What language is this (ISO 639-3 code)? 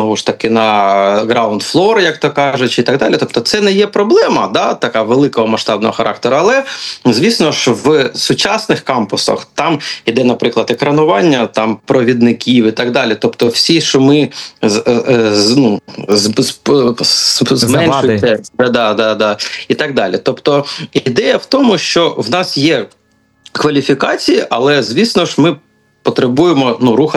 ukr